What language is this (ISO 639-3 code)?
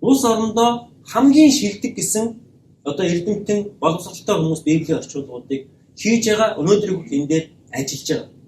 mon